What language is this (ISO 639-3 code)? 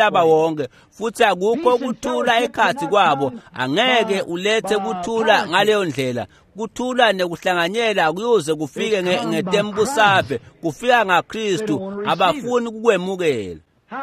ssw